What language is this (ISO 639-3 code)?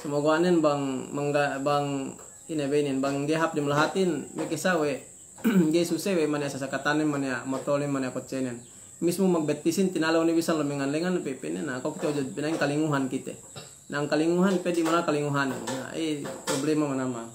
yka